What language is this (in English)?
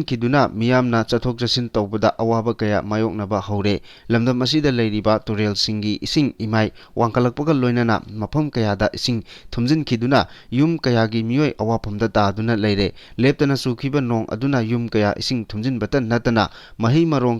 Manipuri